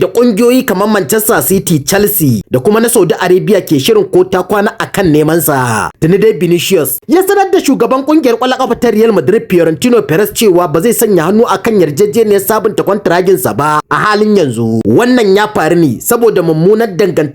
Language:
Hausa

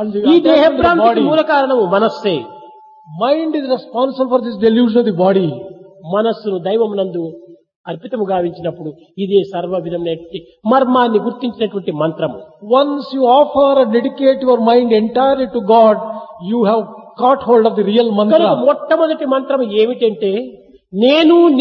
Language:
Telugu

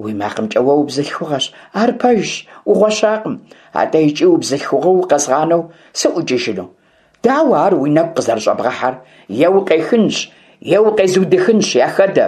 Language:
Kabardian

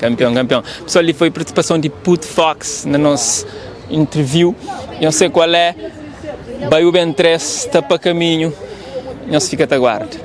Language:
Kabuverdianu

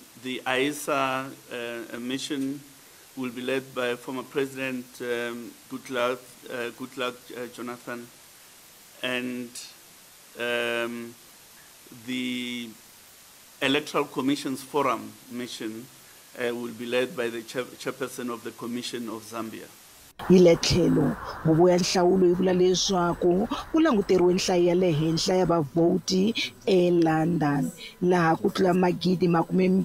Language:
Tsonga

